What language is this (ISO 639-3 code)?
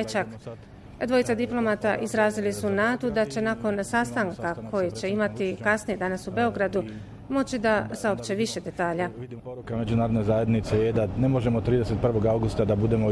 bos